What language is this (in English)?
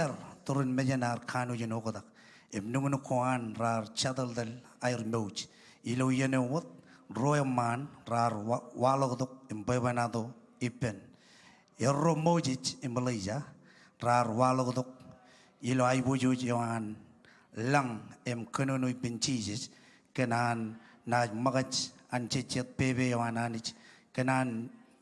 Marshallese